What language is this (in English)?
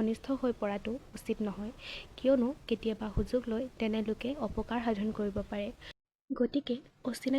Assamese